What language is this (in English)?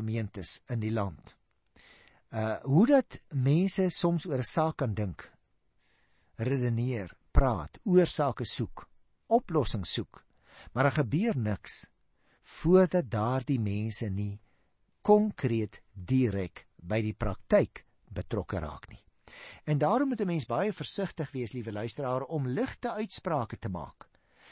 Afrikaans